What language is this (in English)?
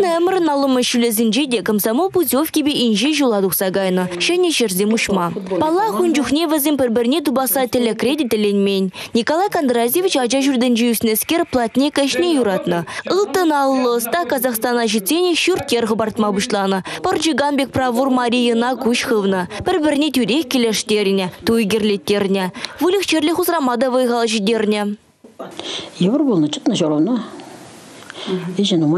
Chuvash